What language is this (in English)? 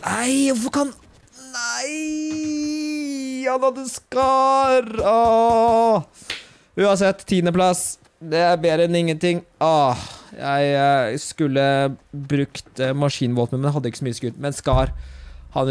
Norwegian